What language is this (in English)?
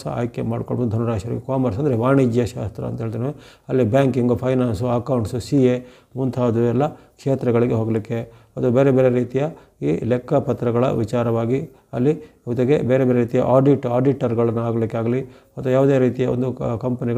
Kannada